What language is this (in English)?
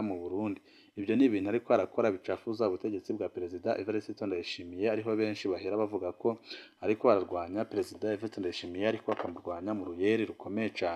Rundi